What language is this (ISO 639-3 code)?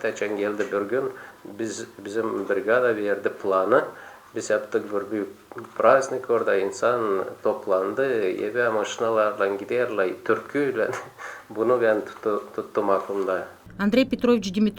gag